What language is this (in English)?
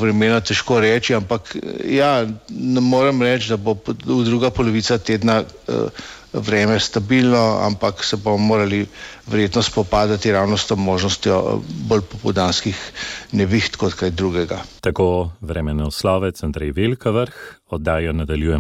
Slovenian